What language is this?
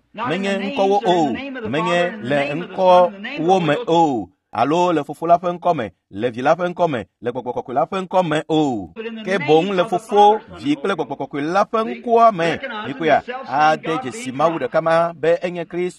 Ewe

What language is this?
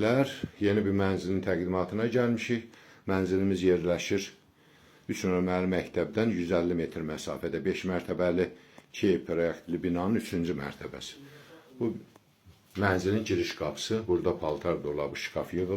Azerbaijani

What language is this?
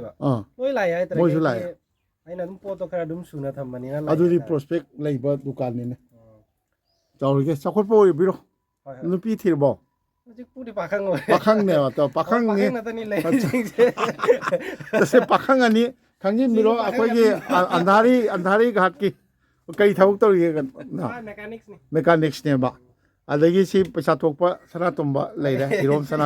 Manipuri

